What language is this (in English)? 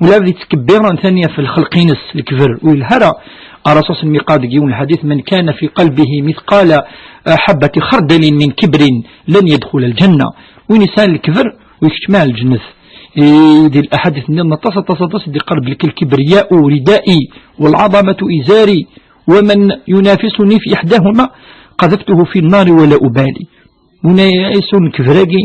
Kabyle